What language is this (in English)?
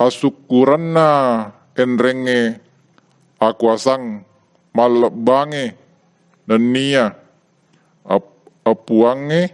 Buginese